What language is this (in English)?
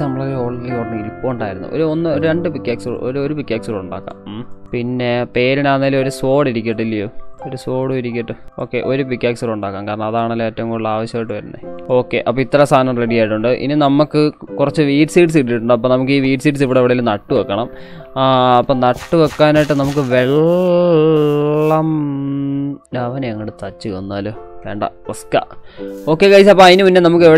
Malayalam